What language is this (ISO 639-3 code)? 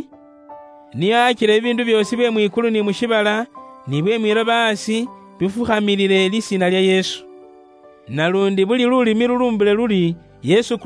luy